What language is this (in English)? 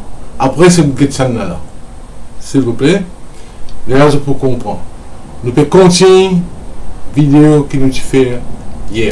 Morisyen